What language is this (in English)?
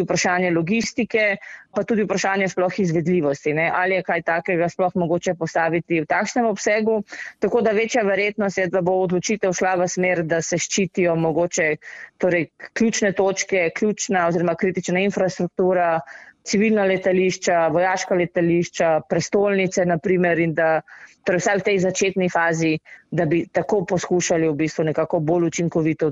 Slovenian